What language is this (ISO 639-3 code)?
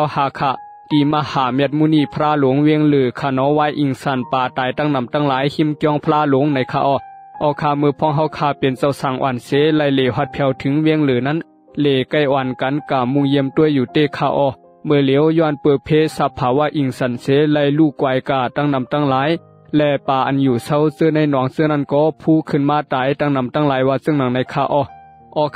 shn